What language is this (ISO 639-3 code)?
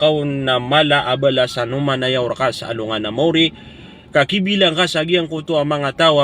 mrw